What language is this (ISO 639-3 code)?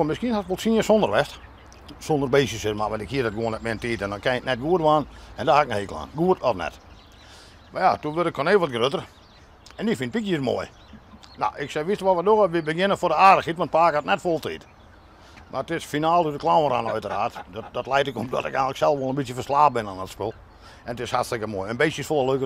fry